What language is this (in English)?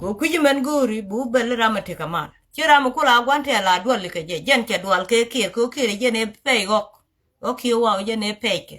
Nuer